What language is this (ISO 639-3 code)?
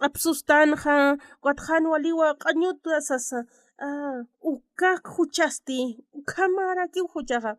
aym